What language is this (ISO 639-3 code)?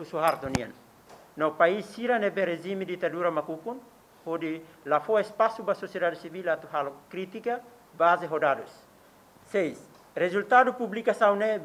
tet